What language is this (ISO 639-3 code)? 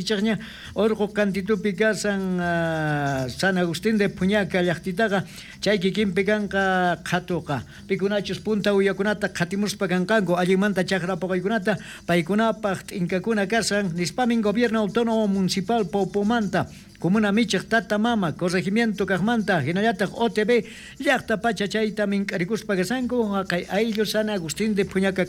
quh